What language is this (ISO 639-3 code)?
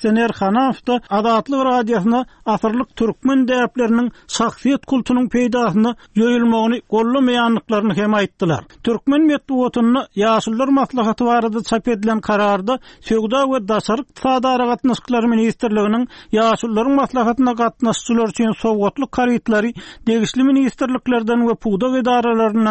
tuk